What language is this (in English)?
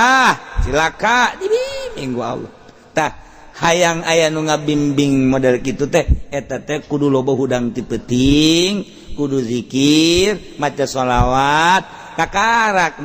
Sundanese